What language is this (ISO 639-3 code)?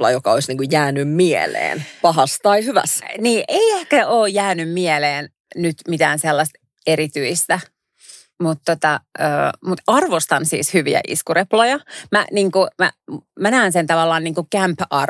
fin